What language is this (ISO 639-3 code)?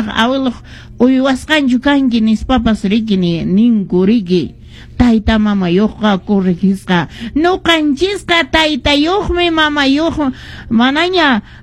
que